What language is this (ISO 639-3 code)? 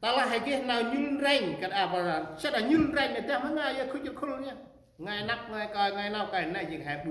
cmo